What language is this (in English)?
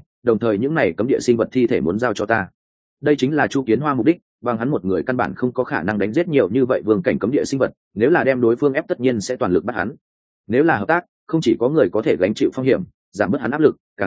Vietnamese